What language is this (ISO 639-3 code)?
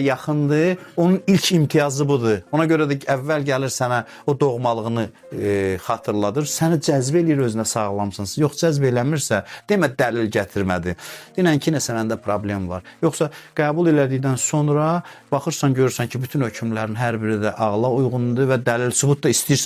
aze